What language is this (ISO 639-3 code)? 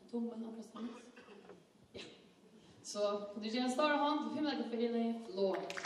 fao